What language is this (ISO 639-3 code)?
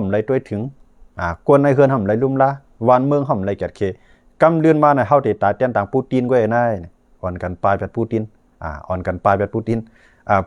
shn